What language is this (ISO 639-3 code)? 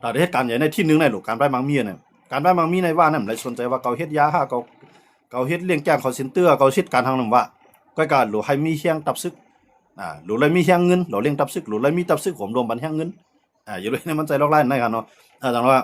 shn